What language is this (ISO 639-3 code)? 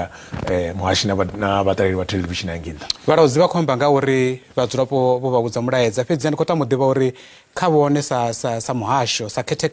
ven